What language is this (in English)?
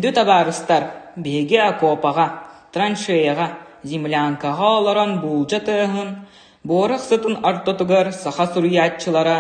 Yakut